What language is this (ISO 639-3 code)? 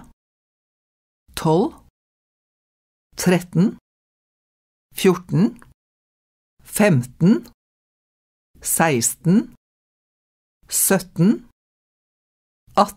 nor